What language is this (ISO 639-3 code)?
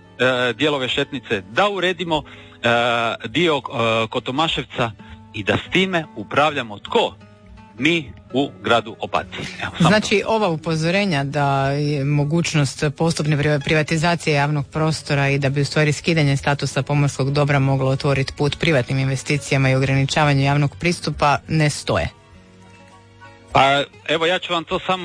hrv